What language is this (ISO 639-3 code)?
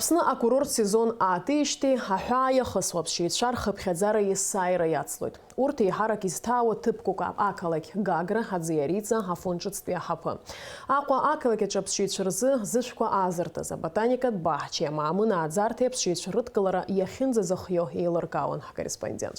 abk